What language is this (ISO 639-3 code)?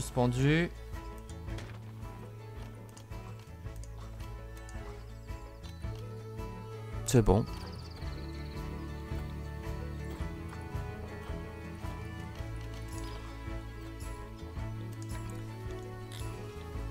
fra